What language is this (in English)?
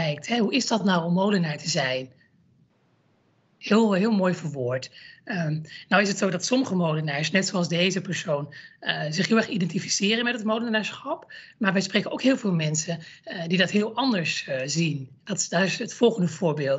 Dutch